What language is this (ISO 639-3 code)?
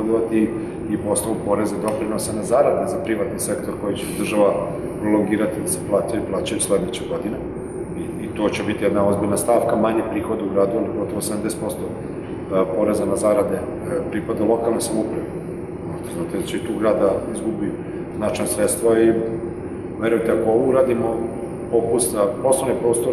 srp